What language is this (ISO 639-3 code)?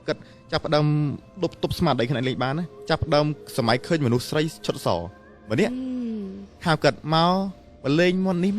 khm